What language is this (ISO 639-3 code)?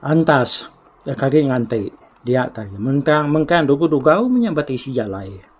iba